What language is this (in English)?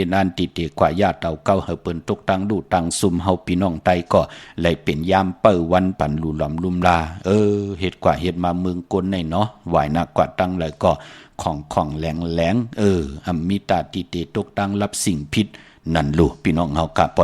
Shan